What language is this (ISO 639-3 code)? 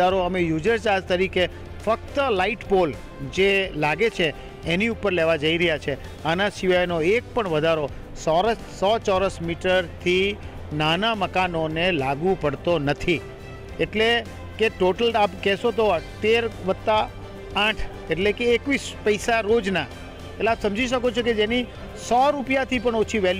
guj